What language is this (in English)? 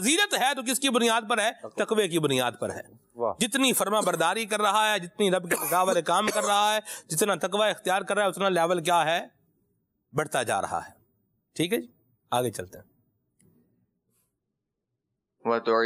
Urdu